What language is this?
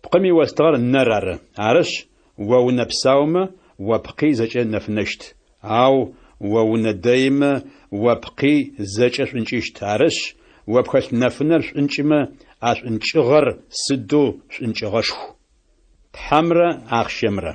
Adyghe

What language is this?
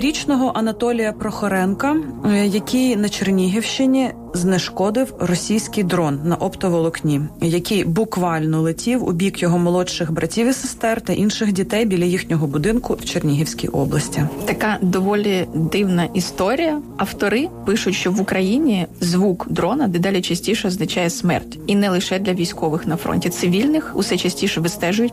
Ukrainian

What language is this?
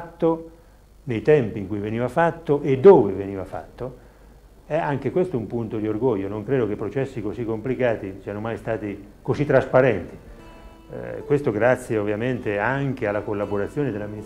Italian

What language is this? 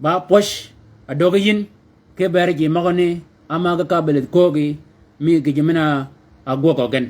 Shilluk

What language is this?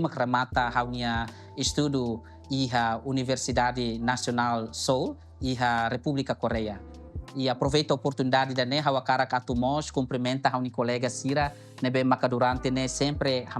Tetum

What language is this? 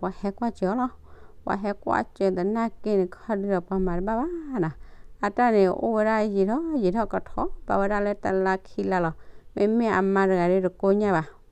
S'gaw Karen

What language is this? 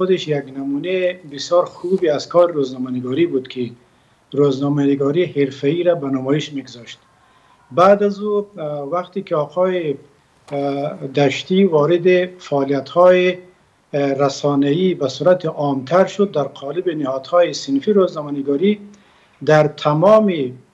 Persian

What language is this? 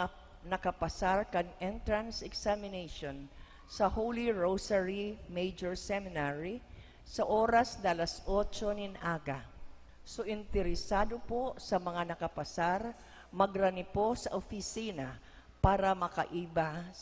Bikol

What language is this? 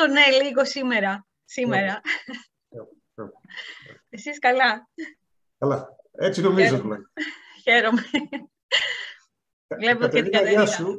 Greek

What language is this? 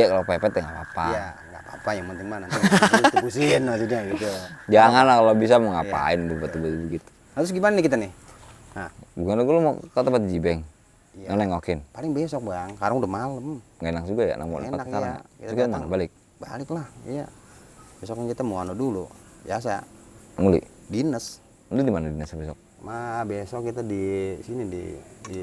Betawi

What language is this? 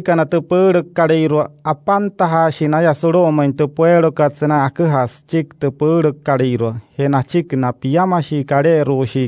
Wayuu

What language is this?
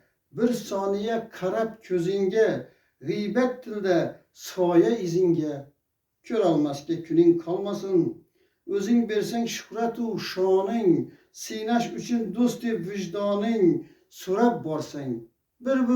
Uzbek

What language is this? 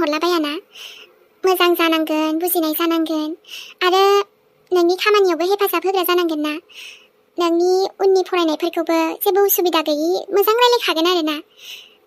Bodo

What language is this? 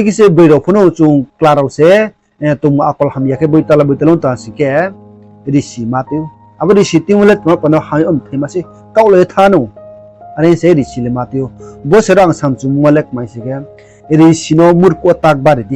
Riang (India)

